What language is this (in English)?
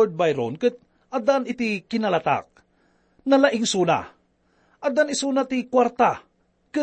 Iloko